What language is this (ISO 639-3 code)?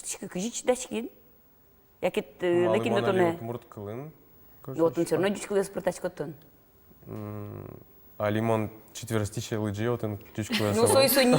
udm